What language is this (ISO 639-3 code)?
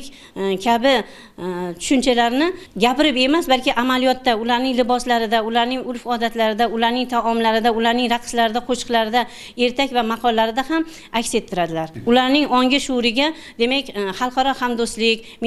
uzb